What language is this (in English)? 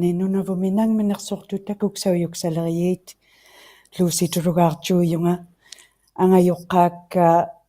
Inuktitut